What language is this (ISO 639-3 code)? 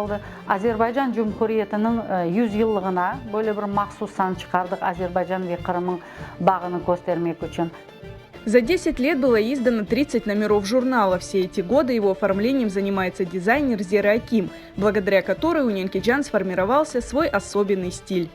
crh